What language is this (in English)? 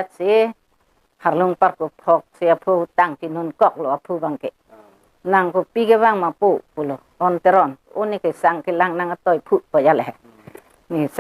Karbi